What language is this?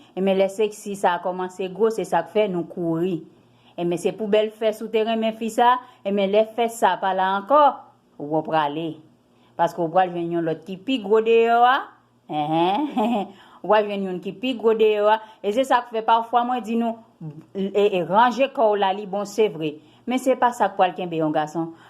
Haitian Creole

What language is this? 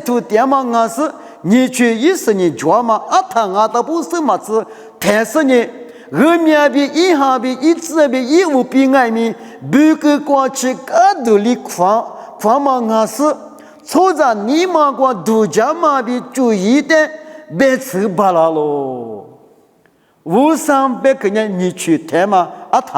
Lisu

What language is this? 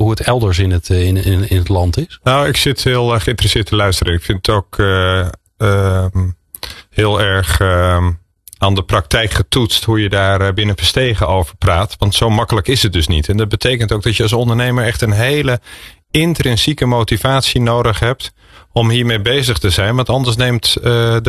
Dutch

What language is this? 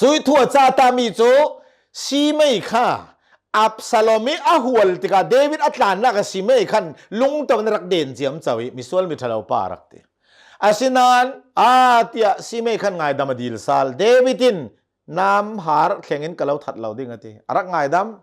Hakha Chin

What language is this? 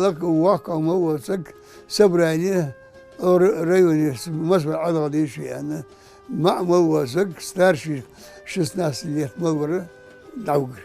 Ingush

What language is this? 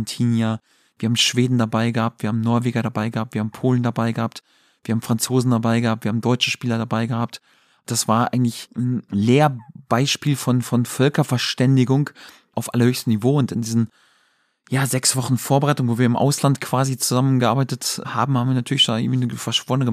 German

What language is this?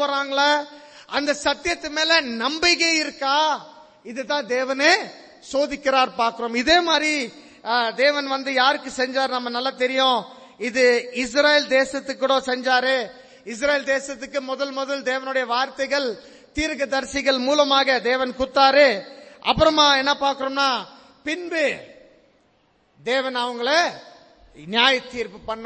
Tamil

